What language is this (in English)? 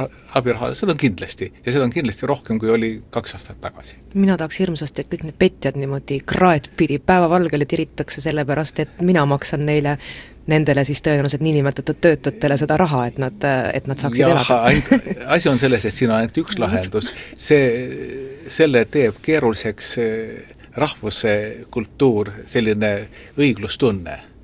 Estonian